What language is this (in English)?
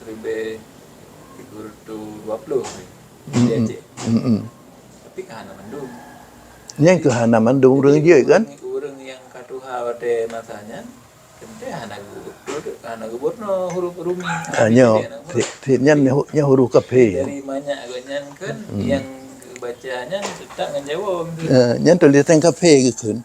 Achinese